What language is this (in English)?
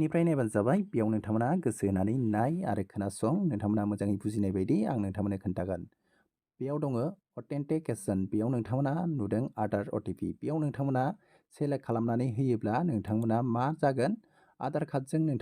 Bodo